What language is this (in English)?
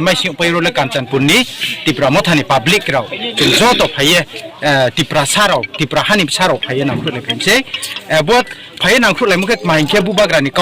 Riang (India)